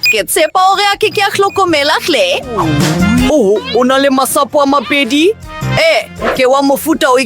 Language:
Southern Sotho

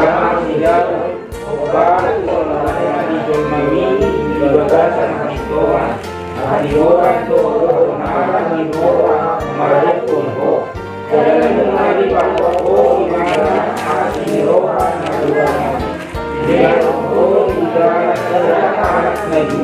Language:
Batak Toba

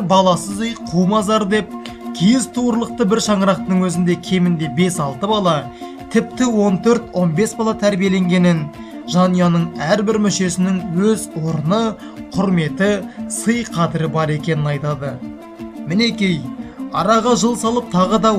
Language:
Kazakh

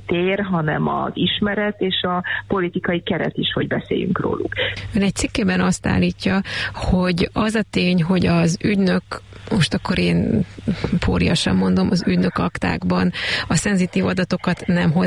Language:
Hungarian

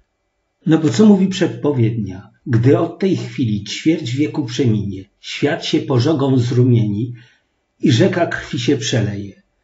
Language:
Polish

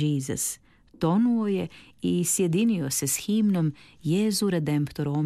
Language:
Croatian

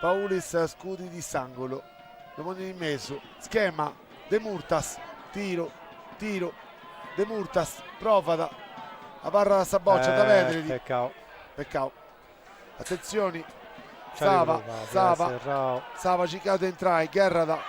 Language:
Sardinian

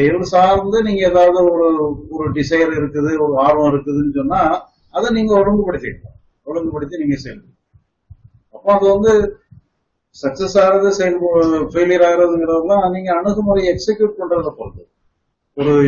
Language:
Tamil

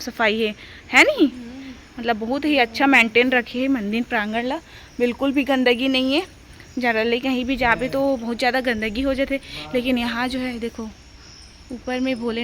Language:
Chhattisgarhi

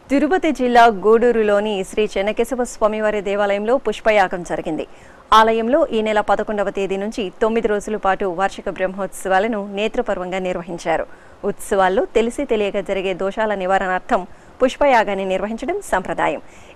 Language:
Telugu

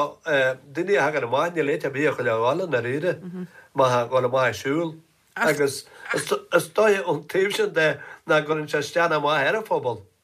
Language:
Irish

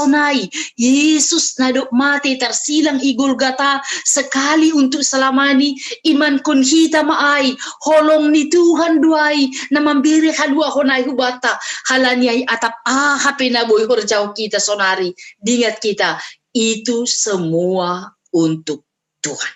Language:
Batak Simalungun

